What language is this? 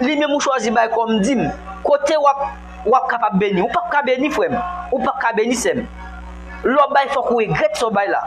Haitian Creole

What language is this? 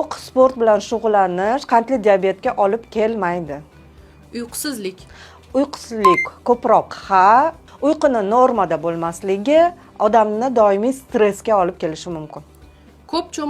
Uzbek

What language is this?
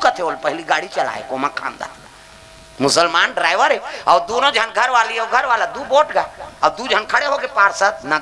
Chhattisgarhi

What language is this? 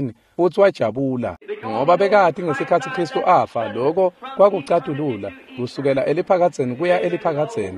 Swati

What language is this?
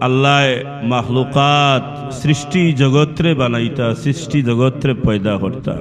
Sylheti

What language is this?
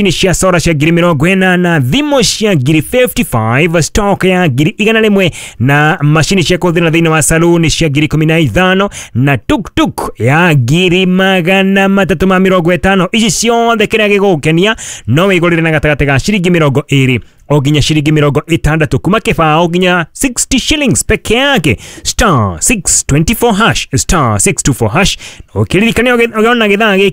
Kikuyu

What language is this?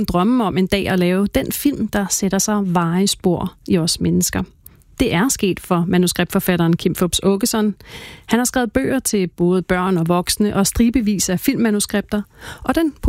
Danish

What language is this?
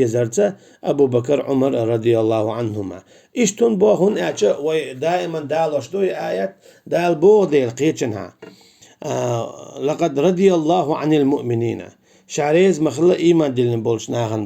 Chechen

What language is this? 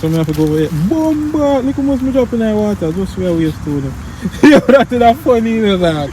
Jamaican Creole English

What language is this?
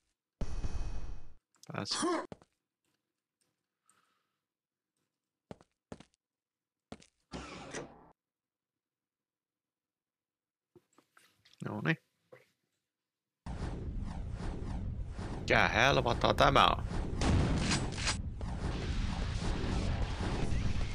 Finnish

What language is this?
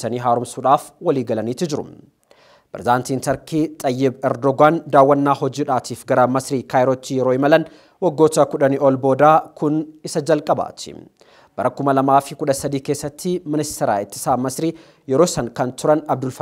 Oromo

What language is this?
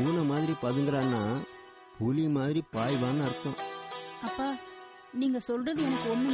Tamil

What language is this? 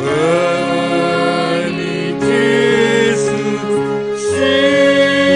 Batak Simalungun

